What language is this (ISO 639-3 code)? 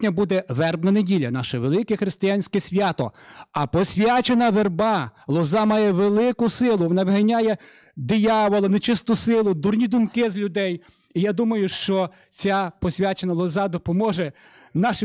ukr